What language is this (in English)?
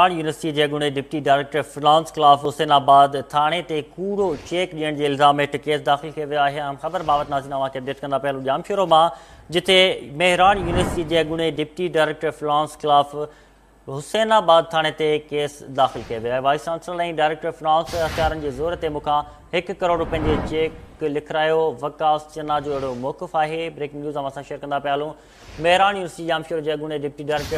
Sindhi